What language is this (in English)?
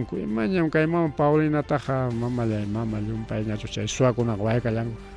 Ayacucho Quechua